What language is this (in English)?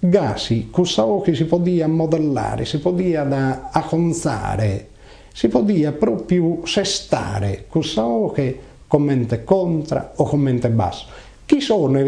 Sardinian